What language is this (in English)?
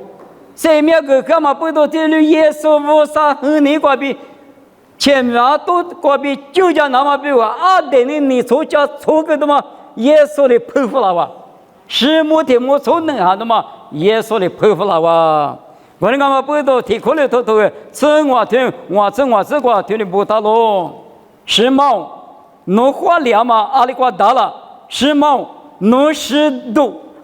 Lisu